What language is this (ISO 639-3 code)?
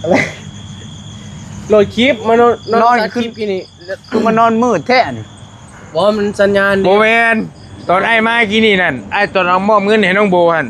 tts